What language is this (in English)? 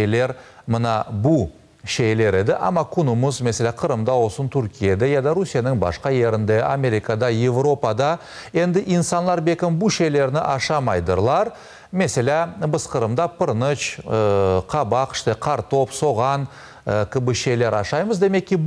Crimean Tatar